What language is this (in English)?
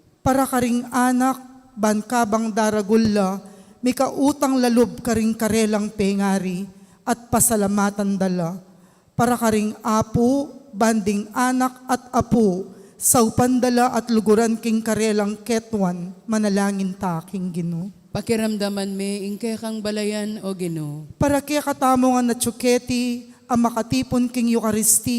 Pampanga